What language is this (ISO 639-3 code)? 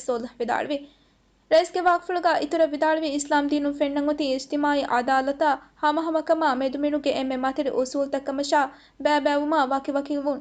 div